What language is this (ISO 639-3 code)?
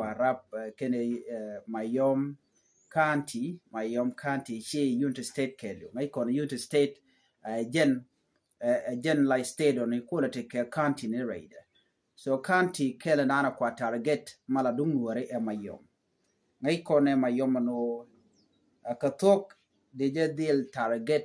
nus